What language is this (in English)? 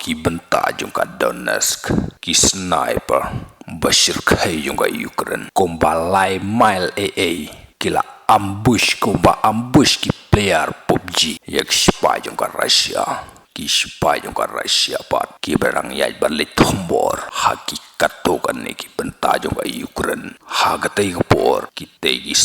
Khasi